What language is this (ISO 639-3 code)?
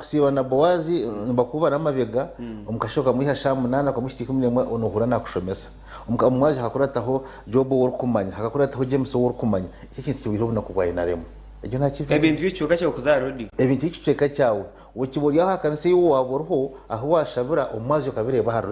nyn